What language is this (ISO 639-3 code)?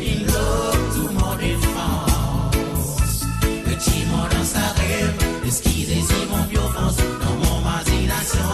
mfe